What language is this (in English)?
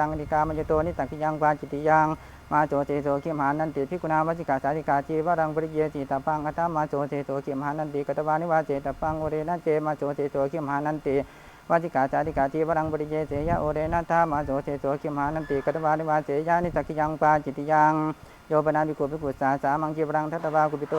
Pali